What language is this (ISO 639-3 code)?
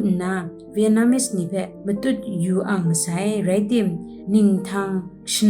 kac